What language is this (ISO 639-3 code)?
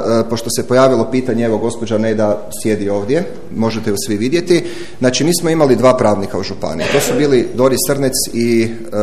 hrv